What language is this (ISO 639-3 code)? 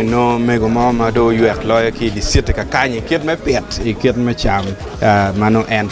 ach